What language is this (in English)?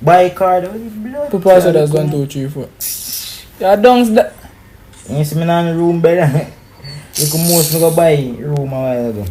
Jamaican Creole English